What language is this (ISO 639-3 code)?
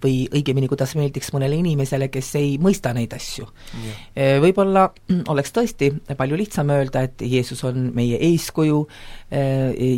est